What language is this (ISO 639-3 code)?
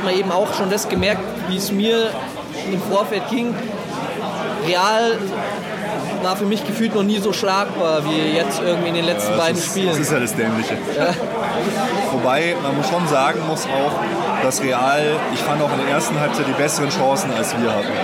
deu